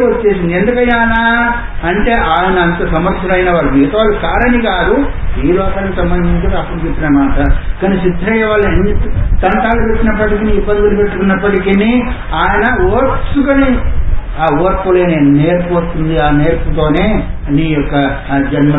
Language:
Telugu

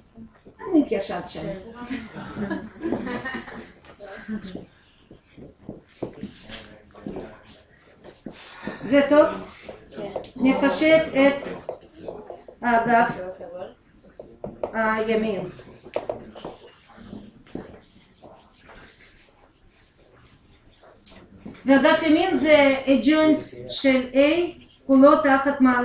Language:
Hebrew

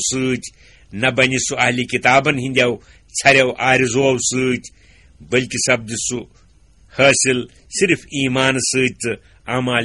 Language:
Kashmiri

